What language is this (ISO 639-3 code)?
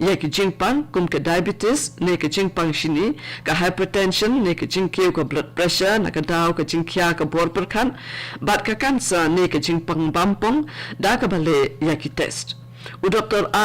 kha